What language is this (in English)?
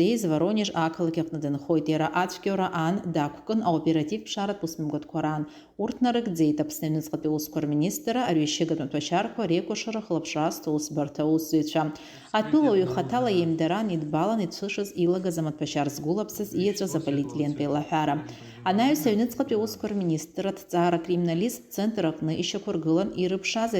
Abkhazian